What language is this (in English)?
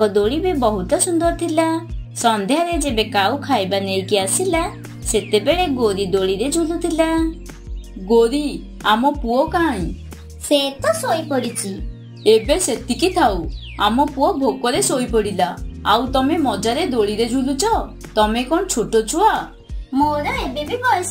Odia